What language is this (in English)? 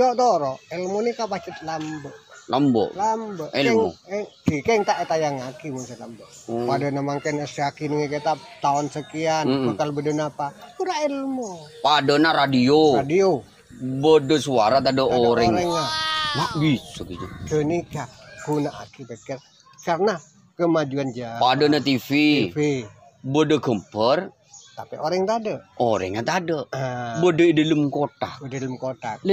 Madurese